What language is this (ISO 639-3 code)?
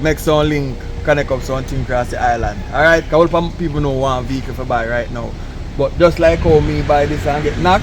jam